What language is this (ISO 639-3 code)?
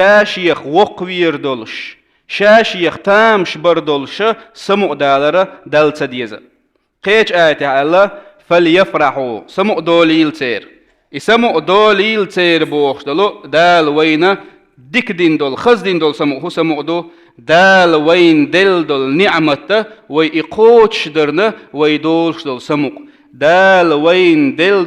che